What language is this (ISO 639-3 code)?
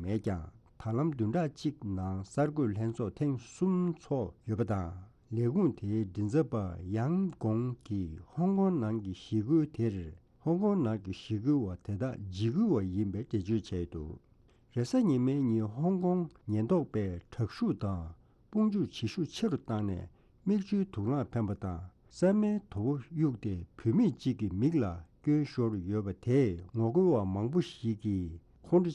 bod